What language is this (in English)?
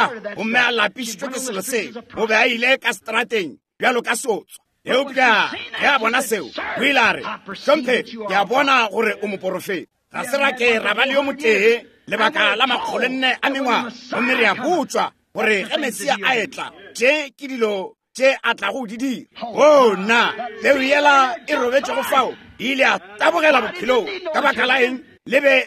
Northern Sotho